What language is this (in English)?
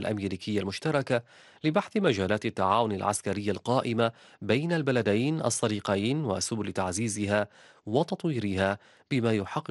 Arabic